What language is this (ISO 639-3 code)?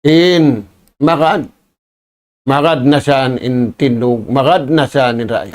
tsg